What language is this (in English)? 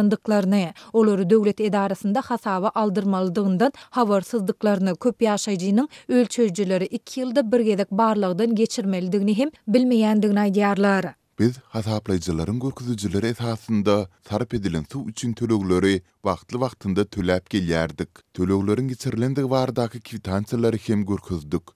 Turkmen